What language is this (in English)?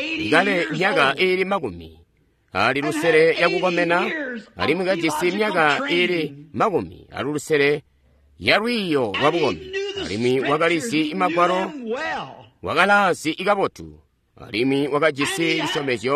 Tonga (Zambia)